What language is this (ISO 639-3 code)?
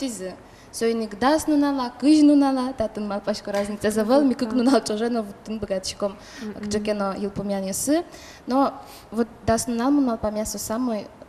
udm